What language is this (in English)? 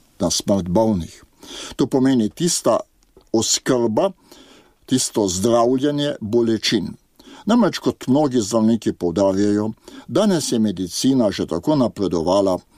Slovenian